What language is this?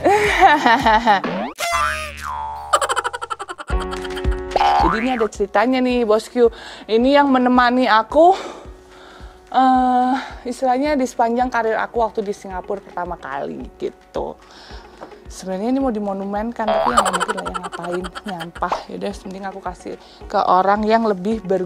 Indonesian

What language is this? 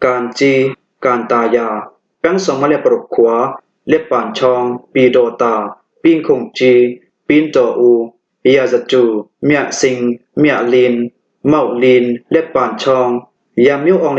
Hakha Chin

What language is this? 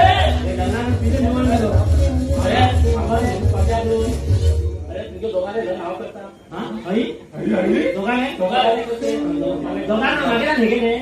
Konkani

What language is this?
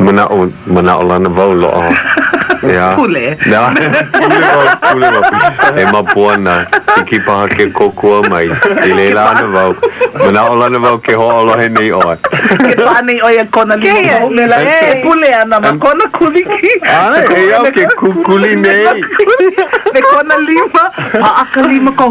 Hawaiian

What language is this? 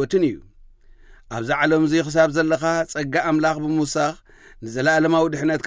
Tigrinya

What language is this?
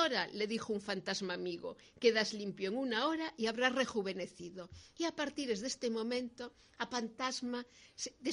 Galician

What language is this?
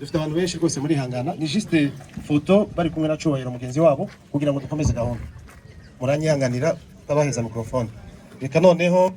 Kinyarwanda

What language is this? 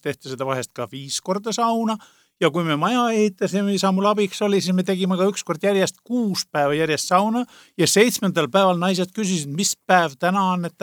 Estonian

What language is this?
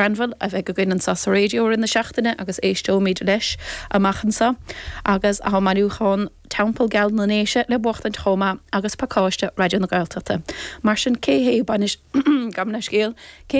Irish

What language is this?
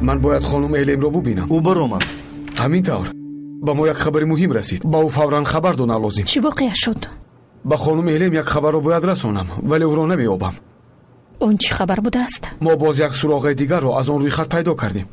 Tajik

